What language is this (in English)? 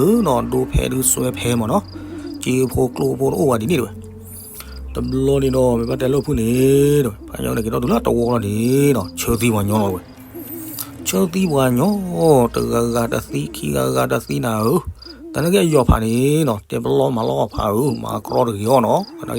S'gaw Karen